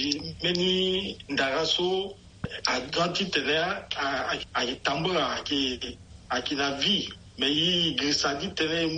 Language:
Sango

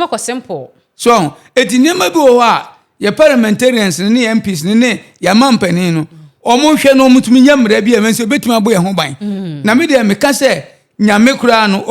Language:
Akan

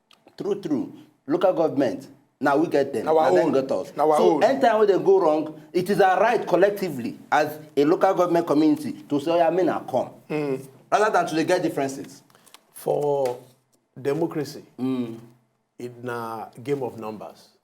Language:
Nigerian Pidgin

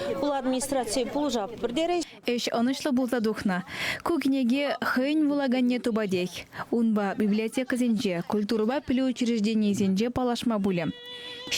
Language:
Chuvash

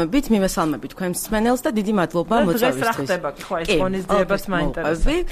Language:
Georgian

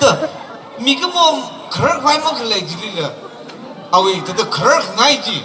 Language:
Tangkhul Naga (India)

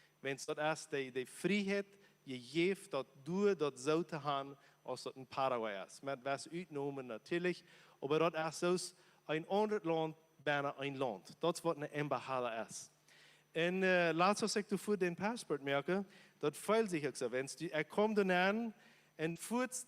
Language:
Plautdietsch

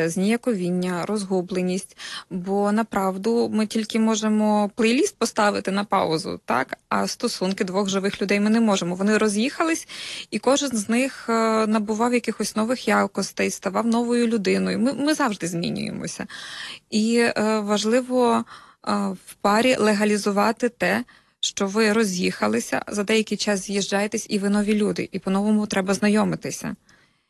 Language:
Ukrainian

